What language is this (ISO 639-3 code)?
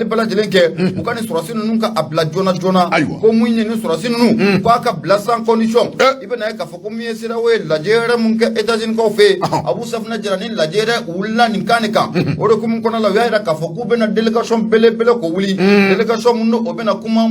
bam